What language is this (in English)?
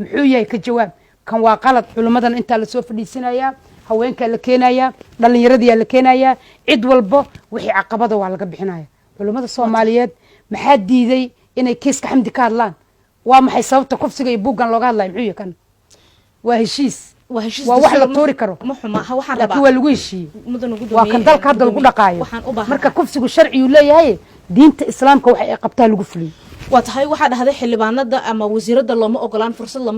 Somali